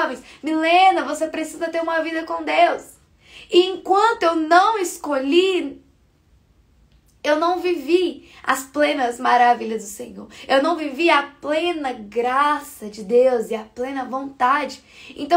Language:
Portuguese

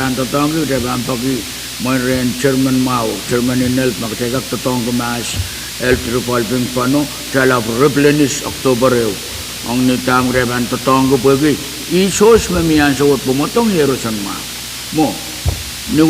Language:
Pohnpeian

